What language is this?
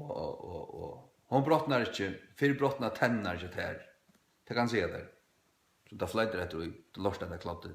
Faroese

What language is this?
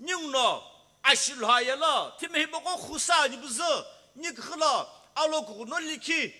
Sumi Naga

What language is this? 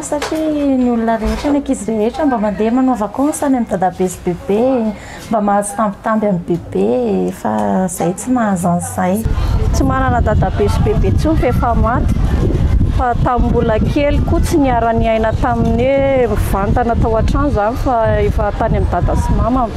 Malagasy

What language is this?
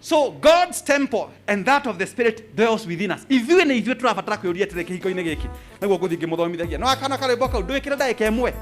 Kikuyu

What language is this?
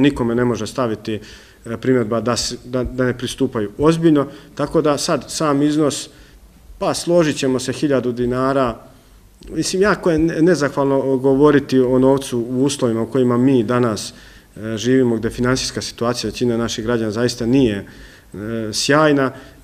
Serbian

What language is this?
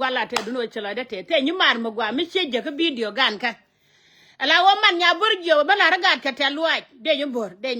Nuer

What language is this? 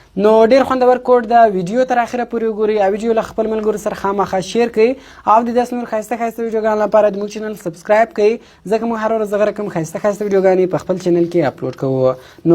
Pashto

